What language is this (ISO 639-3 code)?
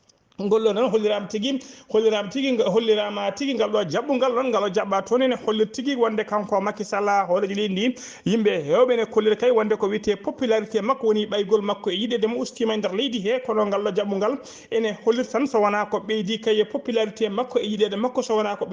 ful